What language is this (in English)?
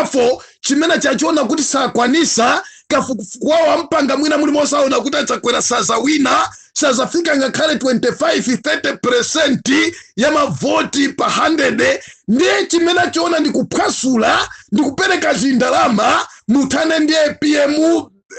Nyanja